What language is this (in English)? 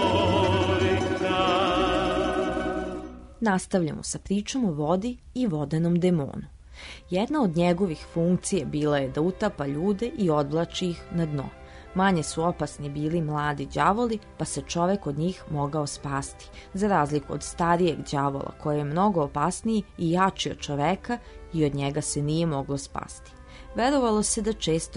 Serbian